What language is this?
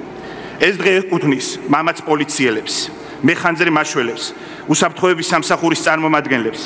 Georgian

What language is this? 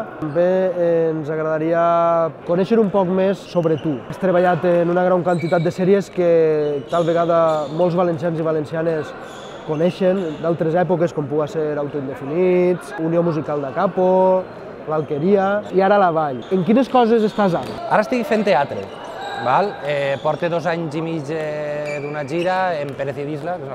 Catalan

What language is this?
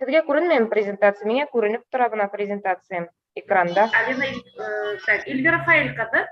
Bashkir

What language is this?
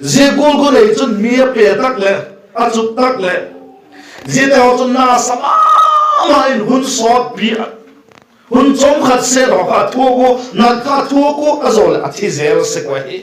Vaiphei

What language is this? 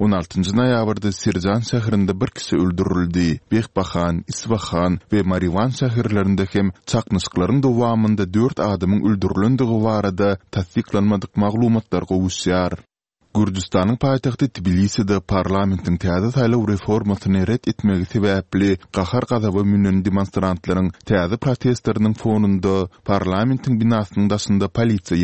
Turkmen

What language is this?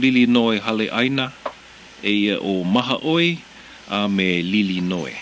Hawaiian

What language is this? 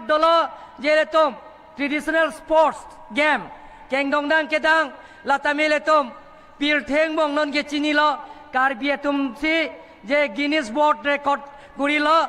Karbi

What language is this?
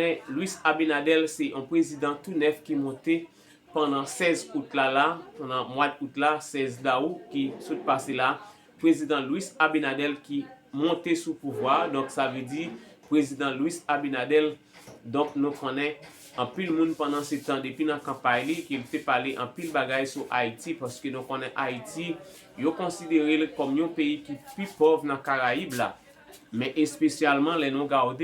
Haitian Creole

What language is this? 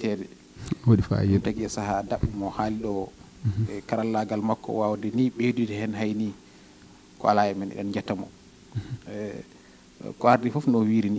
Fula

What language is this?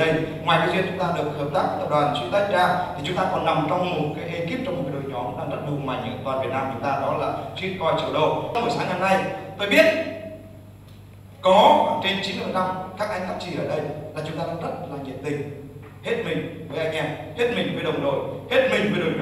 Vietnamese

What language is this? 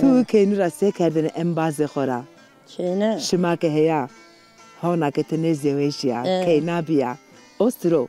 Zaza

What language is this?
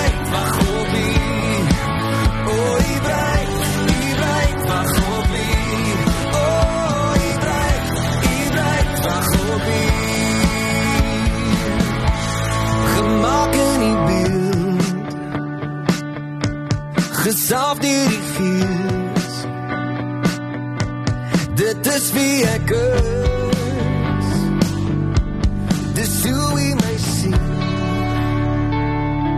Afrikaans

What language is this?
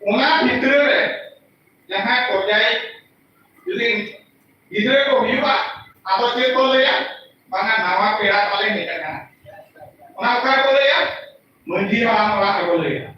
Santali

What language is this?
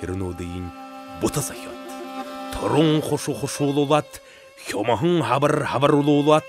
Buriat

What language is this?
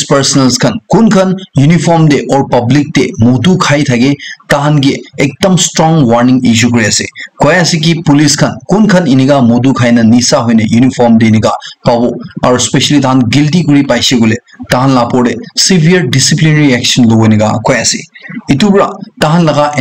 Naga Pidgin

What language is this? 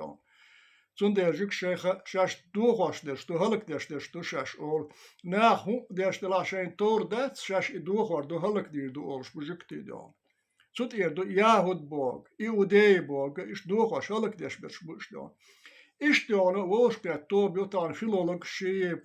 Chechen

